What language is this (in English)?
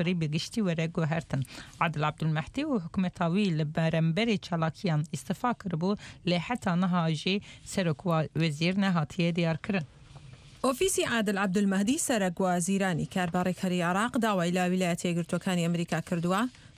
Central Kurdish